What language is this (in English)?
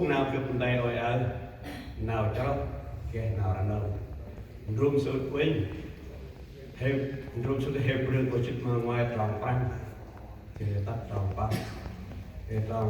Central Mnong